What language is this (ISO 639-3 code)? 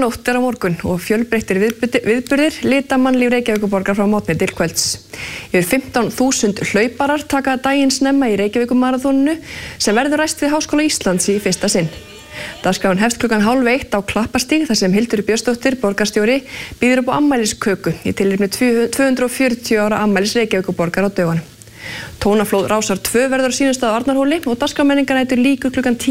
isl